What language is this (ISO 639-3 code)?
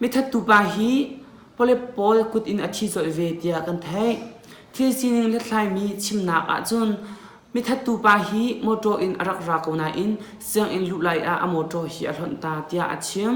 cnh